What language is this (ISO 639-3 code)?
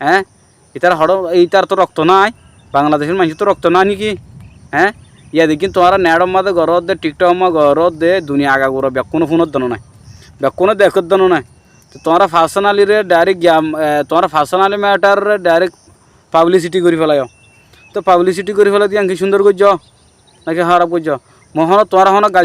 rhg